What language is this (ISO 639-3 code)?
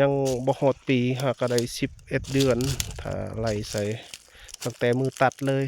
lao